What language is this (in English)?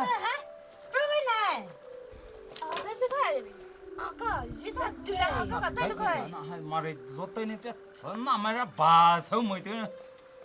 Poumei Naga